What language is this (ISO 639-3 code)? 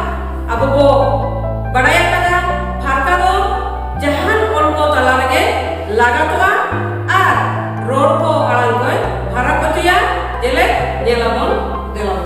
sat